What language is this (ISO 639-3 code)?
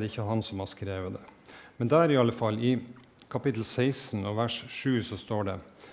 nor